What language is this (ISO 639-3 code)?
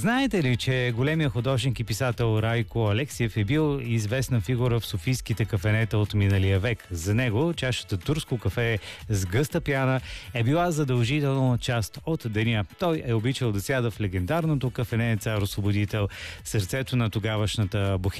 bul